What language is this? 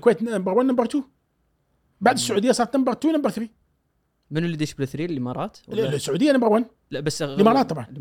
Gulf Arabic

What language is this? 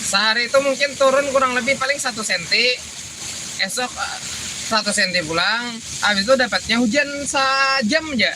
Banjar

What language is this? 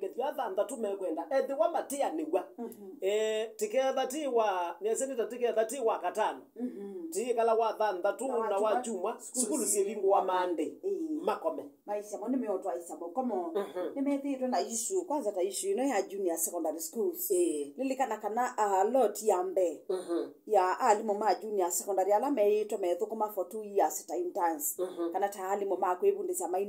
Kamba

